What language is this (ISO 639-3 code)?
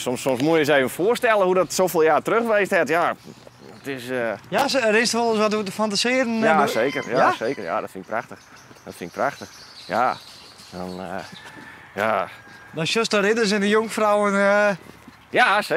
fry